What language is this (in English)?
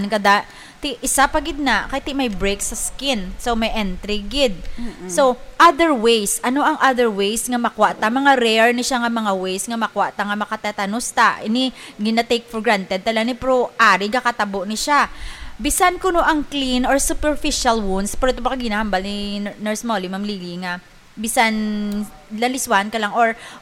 Hiligaynon